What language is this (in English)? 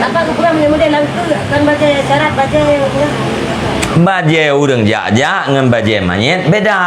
Achinese